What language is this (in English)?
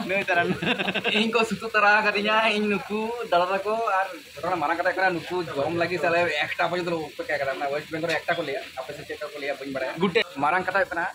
Santali